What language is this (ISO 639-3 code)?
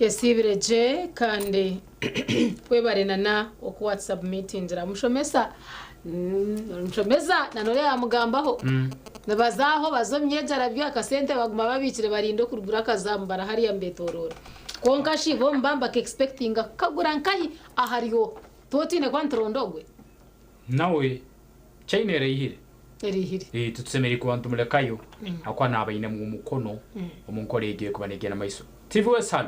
nyn